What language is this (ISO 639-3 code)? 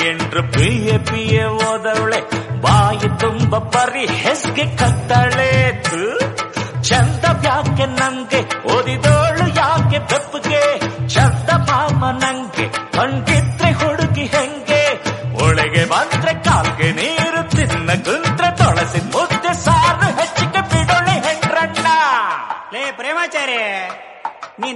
kan